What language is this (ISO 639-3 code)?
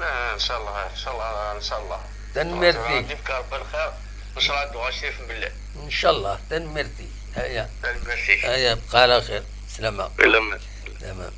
kab